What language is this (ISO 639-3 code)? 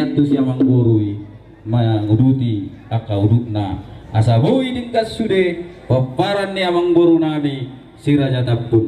bbc